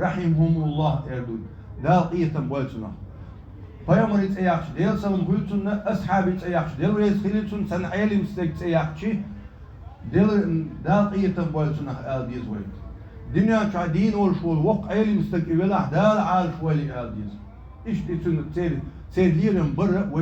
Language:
Chechen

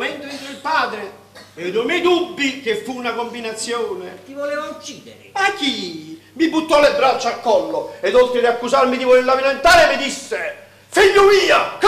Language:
Italian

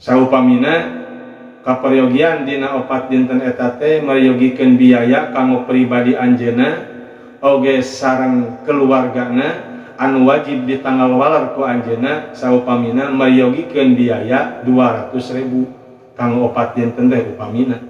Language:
Sundanese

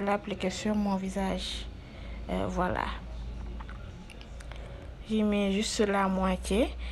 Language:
French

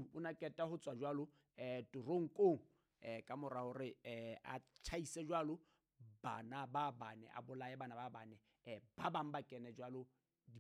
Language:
Southern Sotho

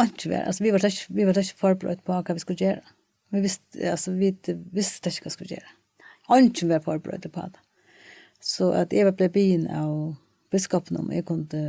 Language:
Faroese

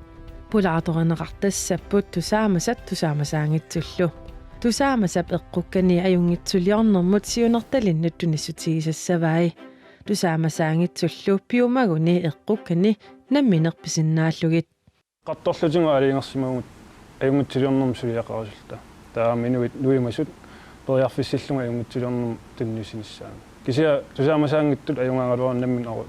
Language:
Kalaallisut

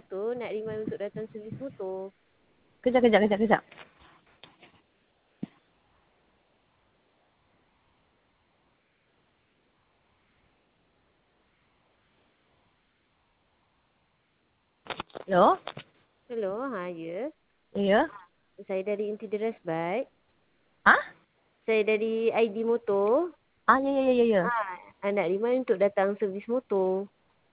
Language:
Malay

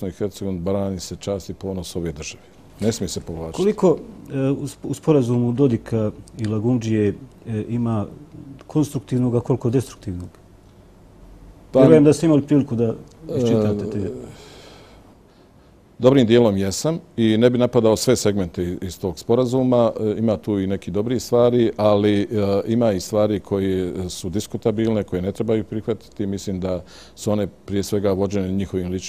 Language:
Bosnian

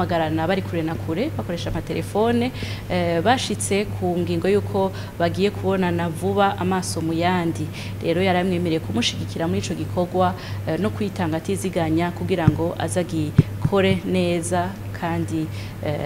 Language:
Rundi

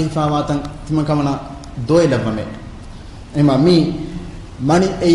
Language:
Divehi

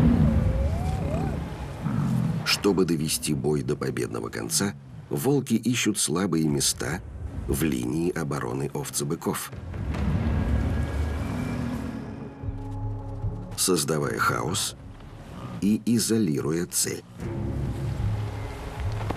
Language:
Russian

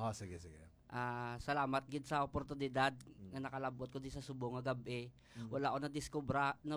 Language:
Hiligaynon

